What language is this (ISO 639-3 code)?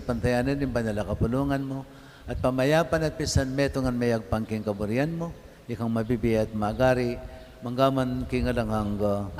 pam